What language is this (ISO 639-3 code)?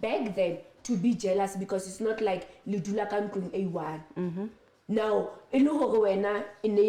sot